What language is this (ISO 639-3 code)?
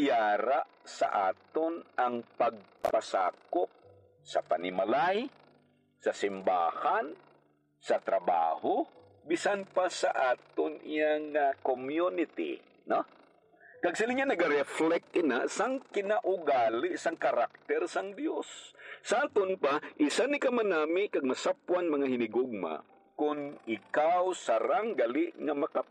hil